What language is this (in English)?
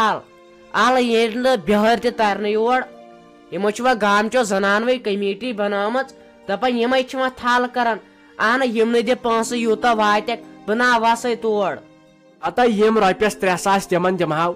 Kashmiri